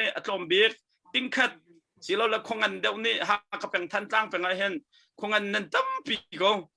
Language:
Hakha Chin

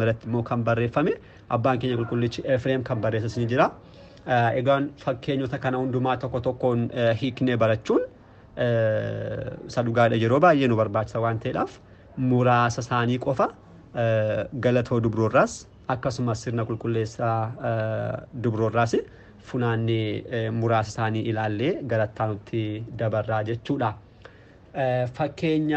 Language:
Oromo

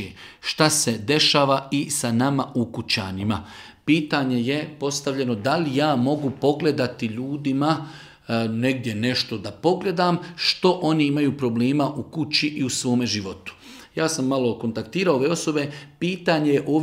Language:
Bosnian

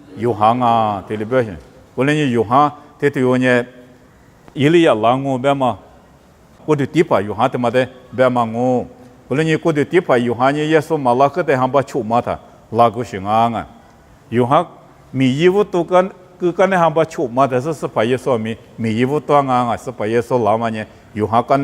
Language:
Lisu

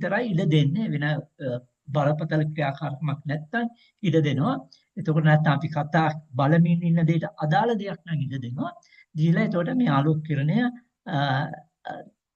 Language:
Sinhala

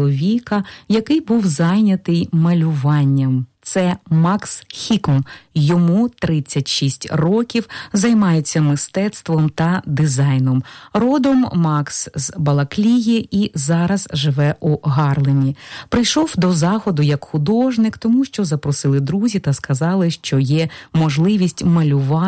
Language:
Ukrainian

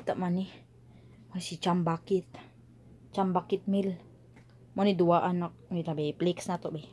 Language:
Cebuano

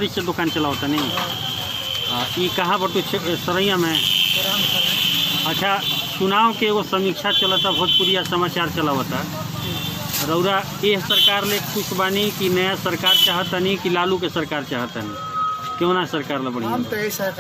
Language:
Bhojpuri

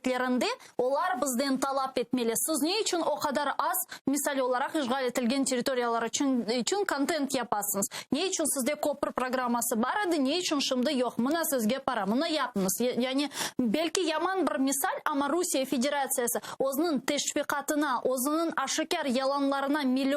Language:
Crimean Tatar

